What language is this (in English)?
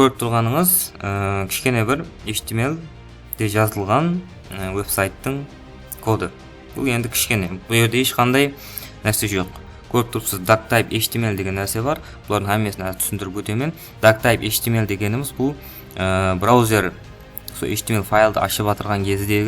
Kara-Kalpak